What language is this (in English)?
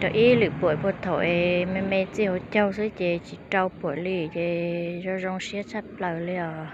Hmong